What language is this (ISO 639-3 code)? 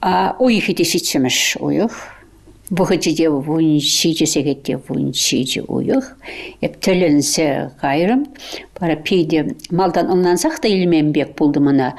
chv